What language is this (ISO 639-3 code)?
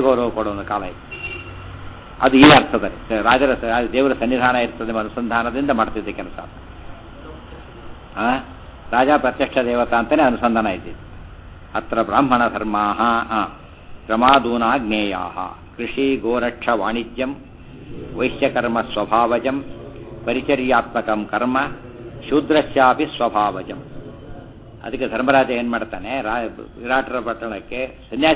kan